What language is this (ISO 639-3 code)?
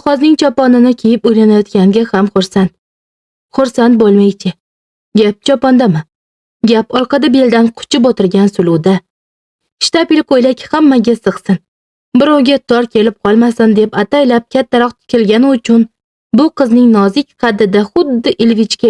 uzb